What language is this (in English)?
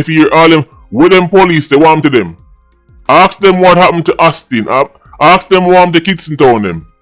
Jamaican Creole English